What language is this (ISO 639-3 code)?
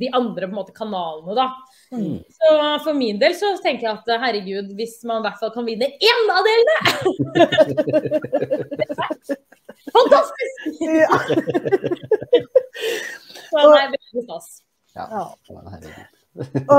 nor